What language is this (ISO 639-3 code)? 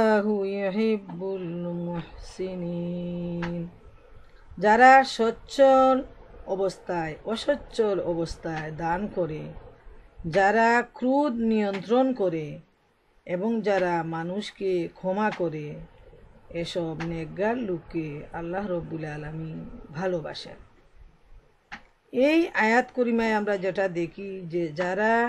ben